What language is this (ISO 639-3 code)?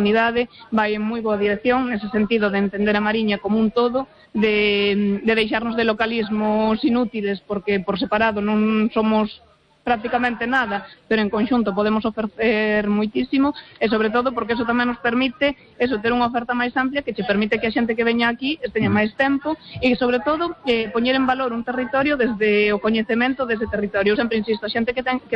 glg